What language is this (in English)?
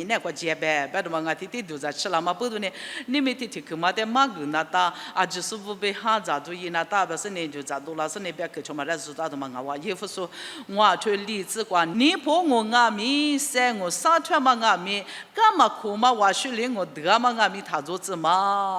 Lisu